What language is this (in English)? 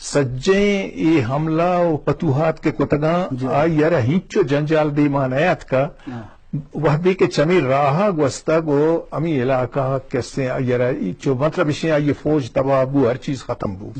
Eastern Balochi